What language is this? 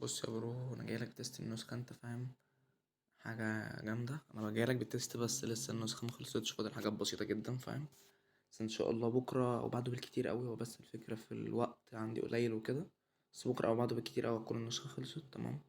Egyptian Arabic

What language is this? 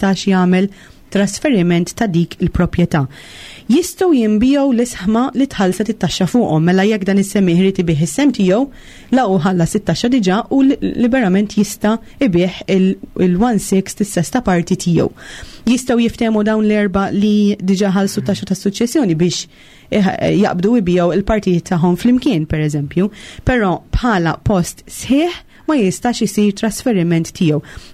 Maltese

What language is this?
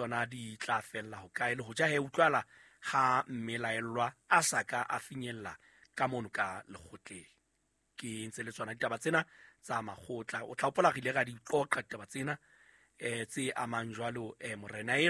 Southern Sotho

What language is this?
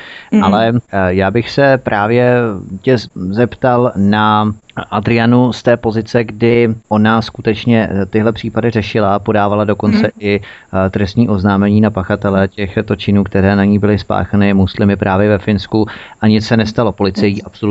Czech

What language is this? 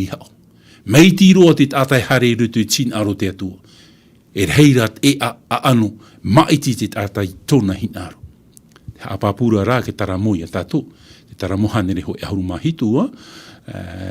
Tahitian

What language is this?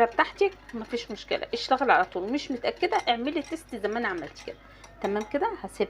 Egyptian Arabic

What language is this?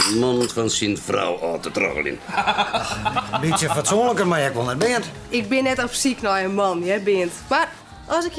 Western Frisian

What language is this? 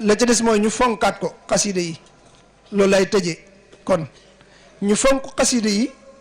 Wolof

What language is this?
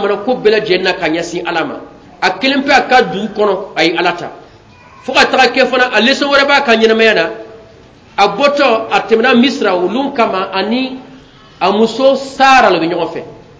Bambara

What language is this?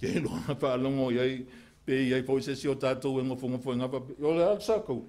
Samoan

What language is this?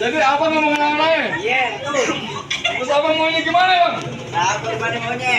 Betawi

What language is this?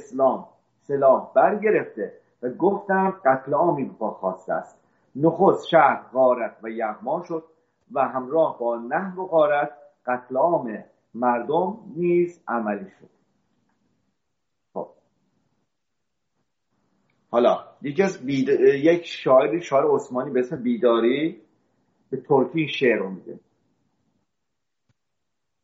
Persian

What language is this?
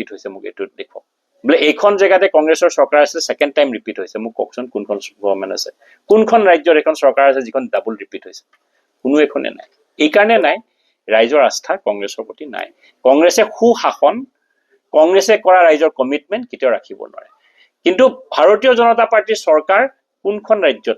Assamese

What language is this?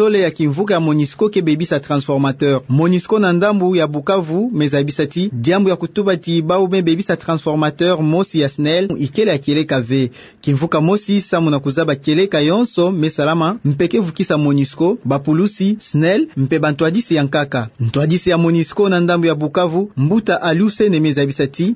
Kituba (Democratic Republic of Congo)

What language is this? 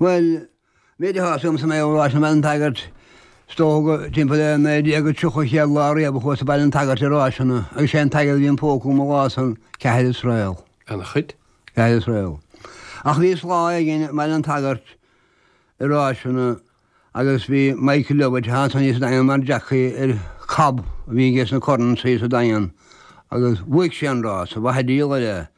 Irish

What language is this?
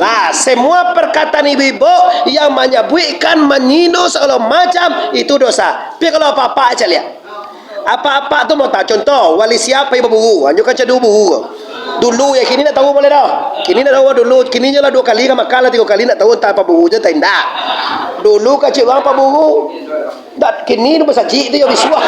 Minangkabau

